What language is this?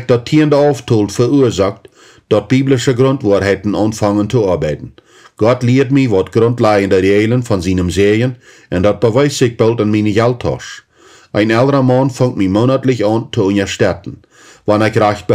Plautdietsch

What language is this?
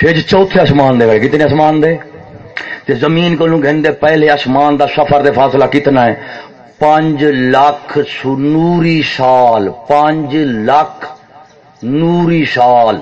Saraiki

